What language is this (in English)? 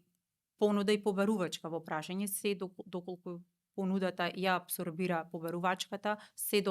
Macedonian